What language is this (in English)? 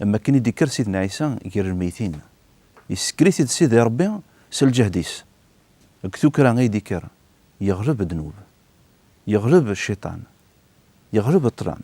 Kabyle